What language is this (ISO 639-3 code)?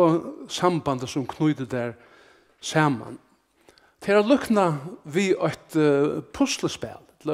fao